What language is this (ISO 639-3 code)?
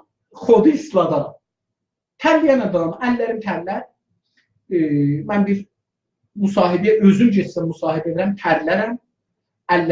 azb